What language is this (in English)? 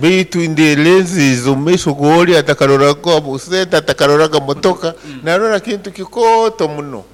Nyoro